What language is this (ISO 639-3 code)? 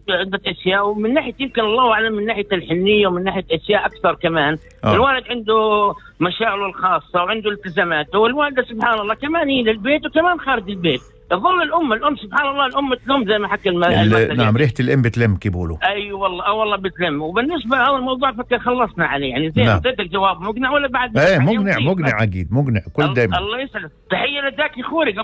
apc